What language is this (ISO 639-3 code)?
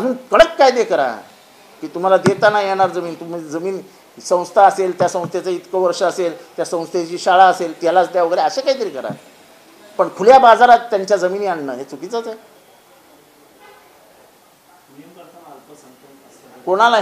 mar